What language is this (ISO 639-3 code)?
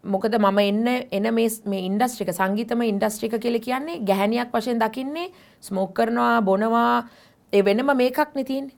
sin